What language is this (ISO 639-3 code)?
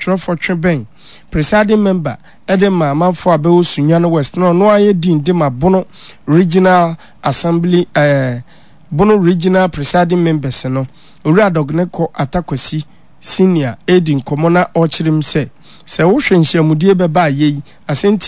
aka